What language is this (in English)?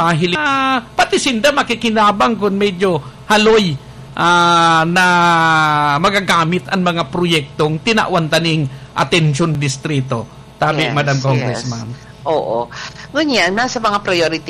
Bikol